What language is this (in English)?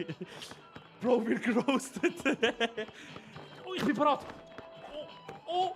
Swiss German